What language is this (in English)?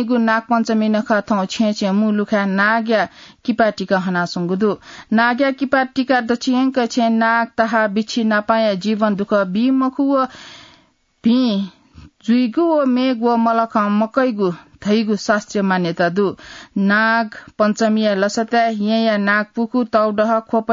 Newari